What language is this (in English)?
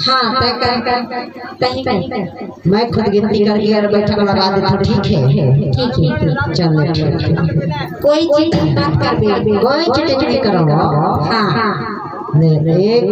Chhattisgarhi